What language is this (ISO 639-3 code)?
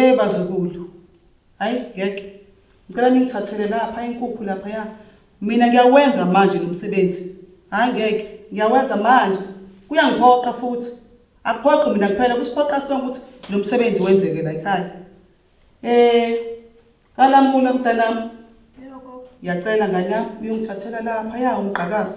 zul